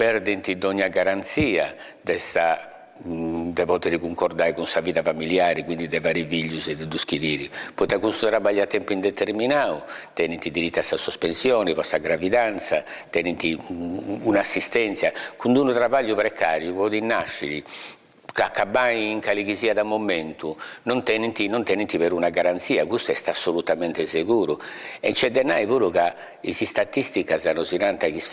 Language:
Sardinian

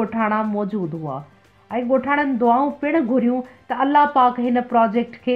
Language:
Sindhi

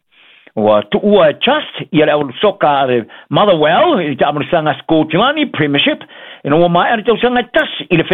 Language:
Samoan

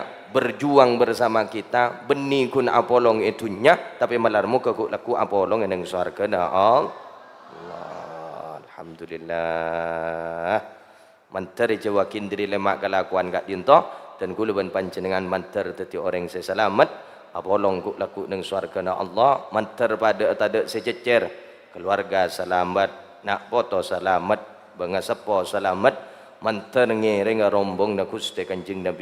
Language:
Madurese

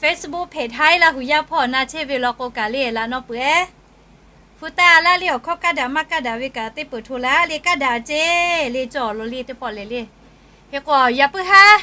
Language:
Lahu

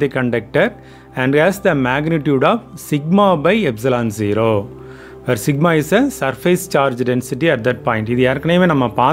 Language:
Tamil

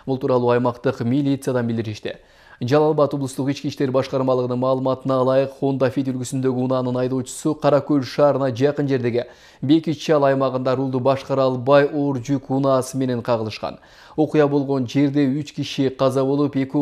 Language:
Kyrgyz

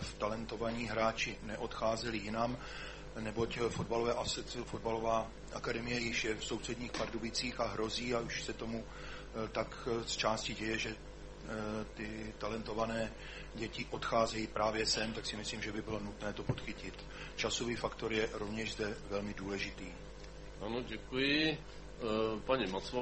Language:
Czech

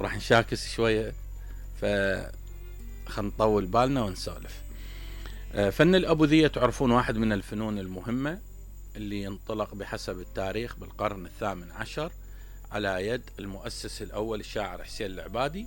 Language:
Mesopotamian Arabic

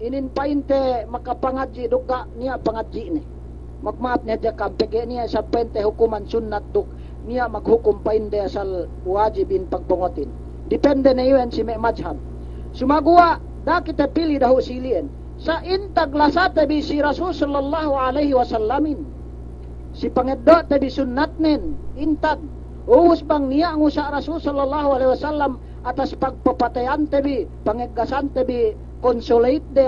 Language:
Yakan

